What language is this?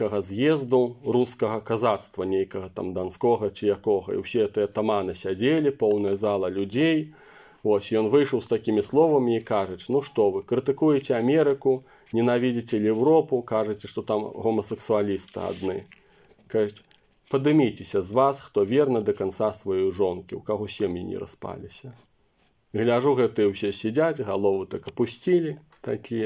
Belarusian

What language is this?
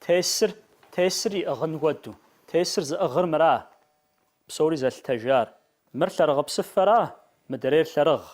Kabardian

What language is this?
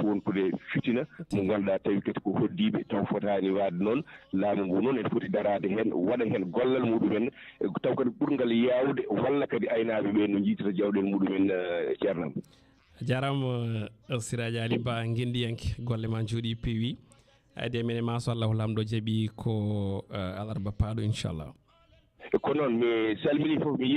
Fula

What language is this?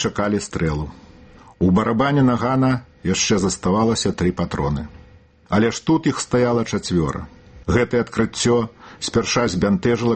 Belarusian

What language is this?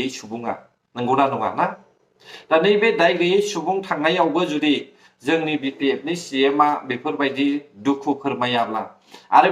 Bodo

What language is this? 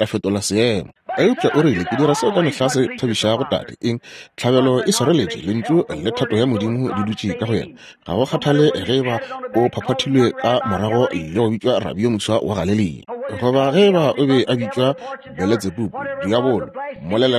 Northern Sotho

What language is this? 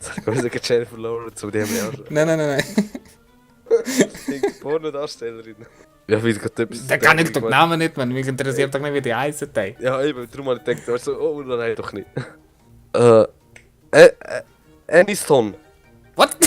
Swiss German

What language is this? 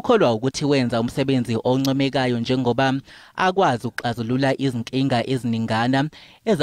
Zulu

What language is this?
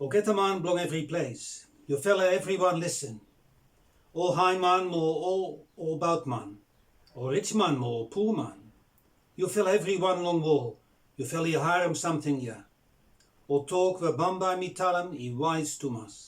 Bislama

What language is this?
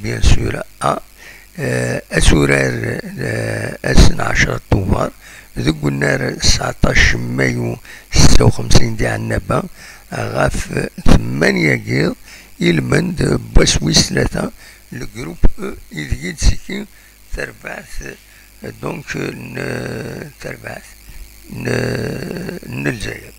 Kabyle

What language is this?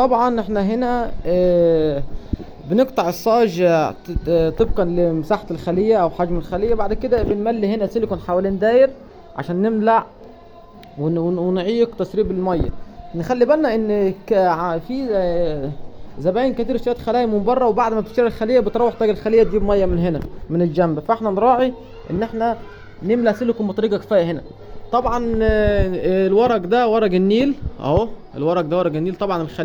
Egyptian Arabic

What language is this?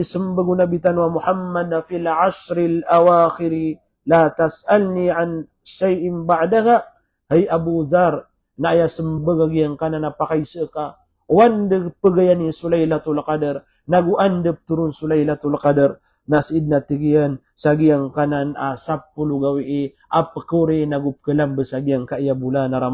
Maranao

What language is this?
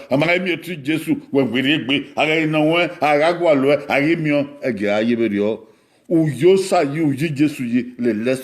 Bini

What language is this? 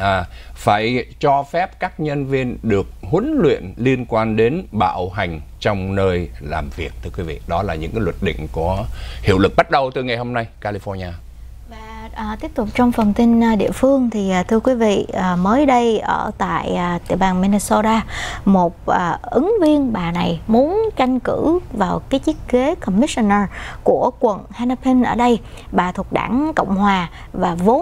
Vietnamese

